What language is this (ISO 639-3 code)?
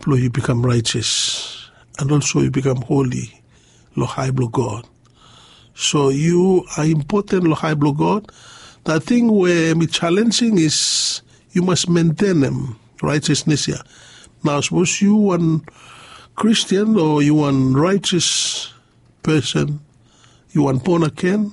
bis